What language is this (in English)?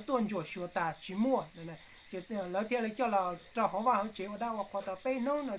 Hmong